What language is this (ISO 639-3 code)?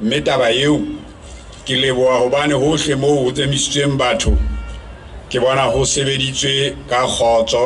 sot